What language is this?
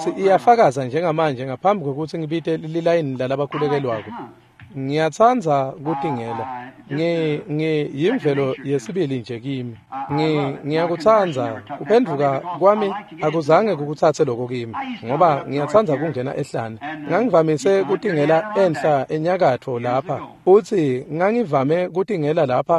Swati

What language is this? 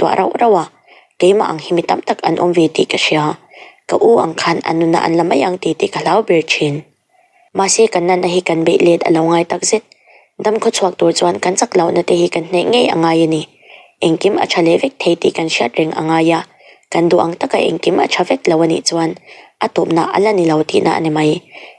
Mizo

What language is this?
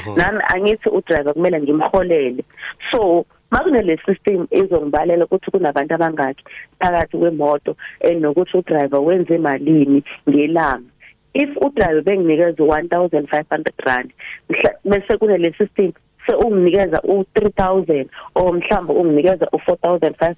South Ndebele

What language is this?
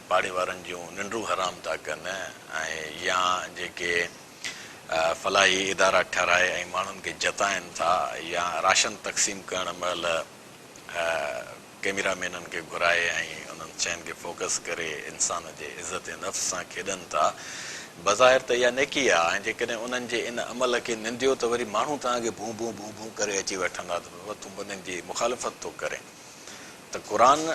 Sindhi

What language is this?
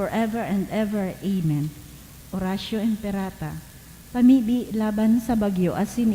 Bikol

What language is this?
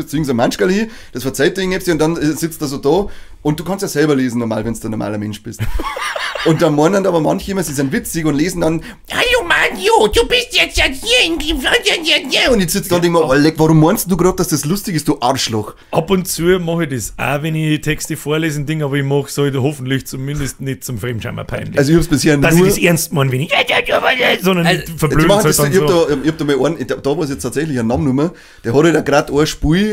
Bavarian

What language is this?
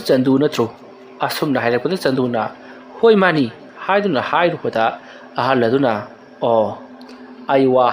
Manipuri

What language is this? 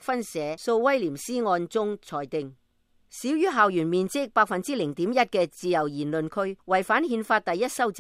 Cantonese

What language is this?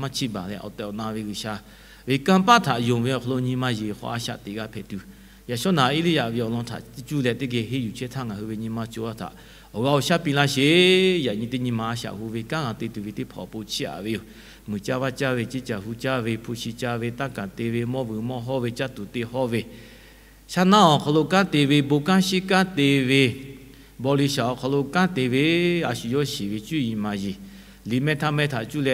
Lahu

